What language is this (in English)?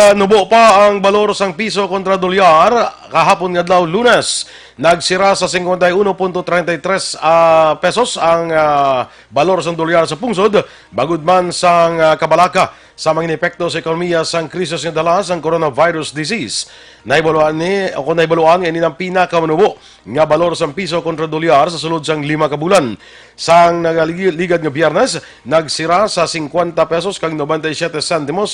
Hiligaynon